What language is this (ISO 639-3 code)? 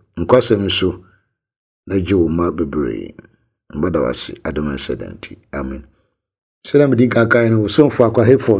aka